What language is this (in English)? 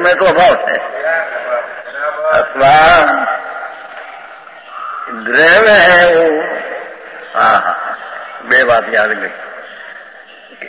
Gujarati